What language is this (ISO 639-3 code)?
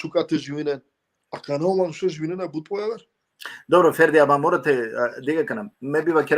rmn